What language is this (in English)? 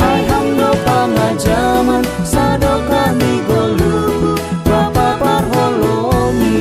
Batak Simalungun